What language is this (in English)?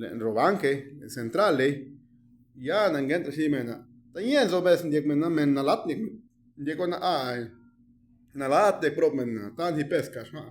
Zapotec